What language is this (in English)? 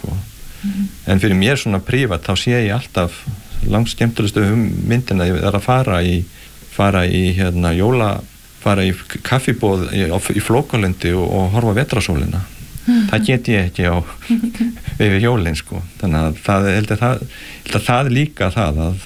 Icelandic